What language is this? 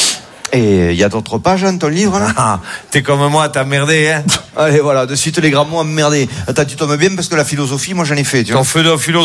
French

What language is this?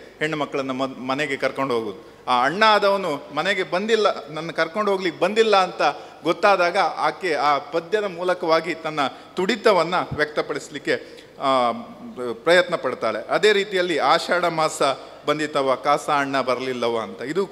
Kannada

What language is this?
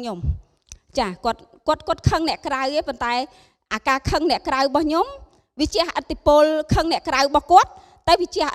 Khmer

